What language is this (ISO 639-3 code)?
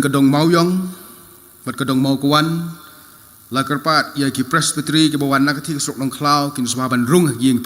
kha